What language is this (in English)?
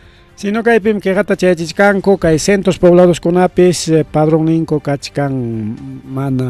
Ayacucho Quechua